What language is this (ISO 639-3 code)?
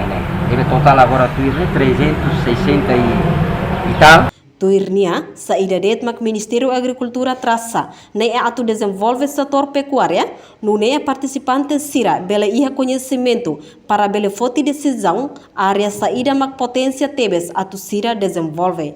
tet